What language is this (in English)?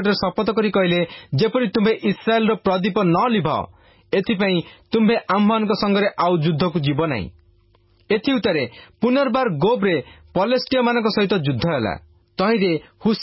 Odia